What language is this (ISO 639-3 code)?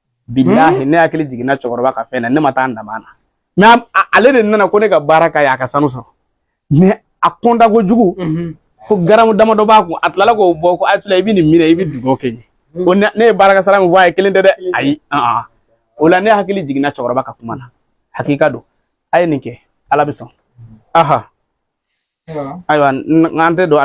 bam